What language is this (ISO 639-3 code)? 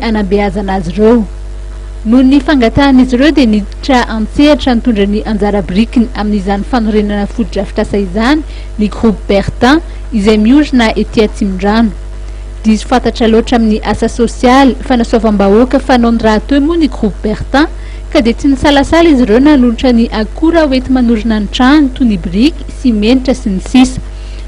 mlg